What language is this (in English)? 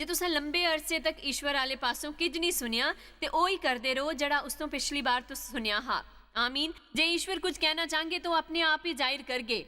Dogri